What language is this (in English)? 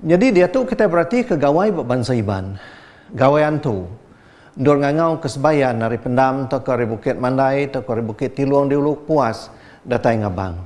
Iban